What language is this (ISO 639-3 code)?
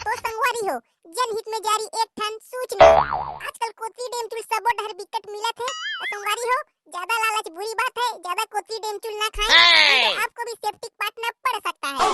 hne